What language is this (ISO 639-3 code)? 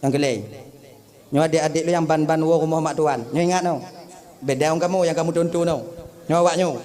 ace